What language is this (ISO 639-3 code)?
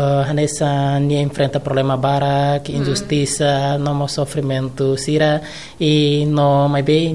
tet